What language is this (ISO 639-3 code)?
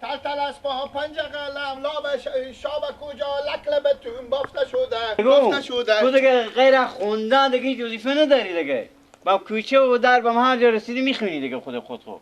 fas